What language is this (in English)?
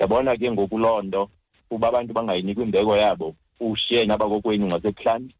Xhosa